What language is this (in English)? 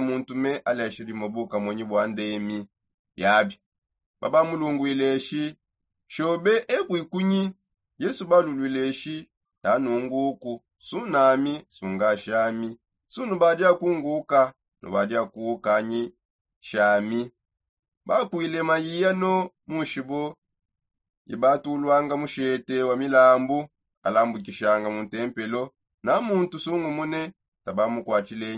Songe